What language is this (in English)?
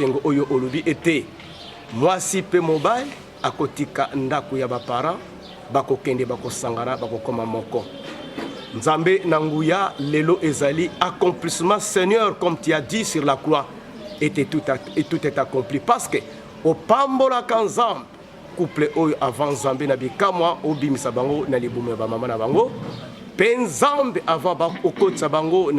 Lingala